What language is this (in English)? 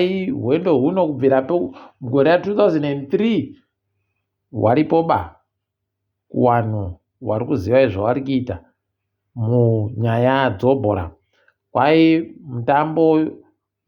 Ndau